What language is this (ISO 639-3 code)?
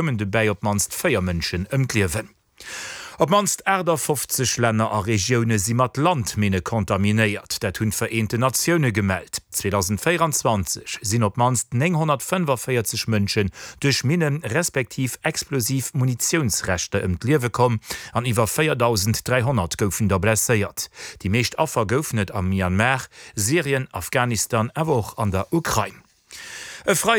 ltz